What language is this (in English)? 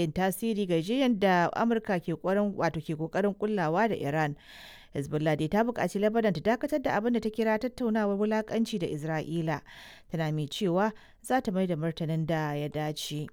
Hausa